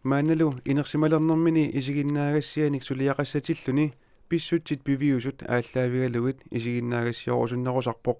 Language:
Kalaallisut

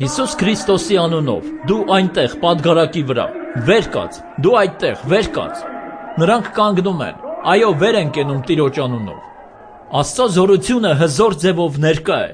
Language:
Armenian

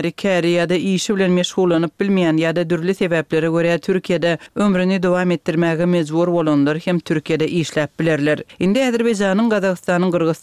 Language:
Turkmen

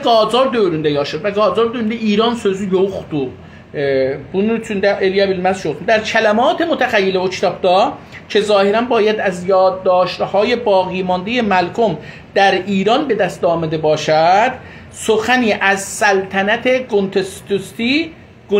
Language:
South Azerbaijani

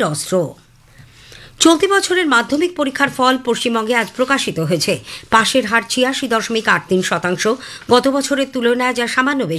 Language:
Bangla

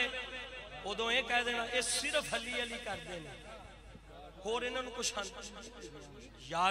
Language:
Urdu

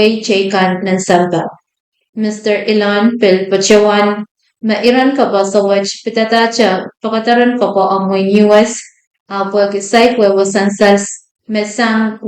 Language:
Pohnpeian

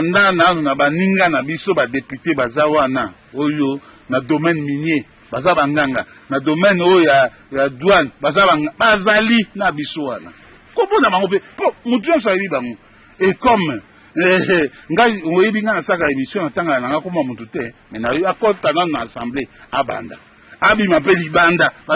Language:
Lingala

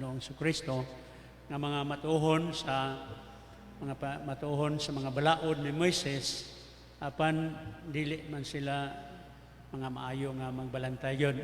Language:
Cebuano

